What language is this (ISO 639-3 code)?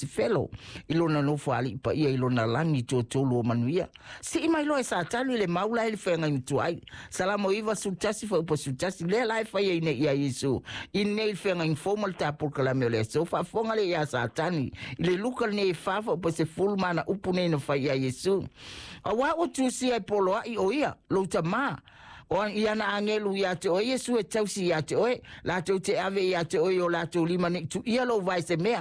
smo